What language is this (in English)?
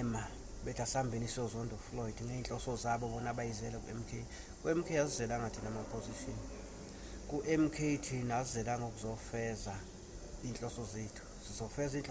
Zulu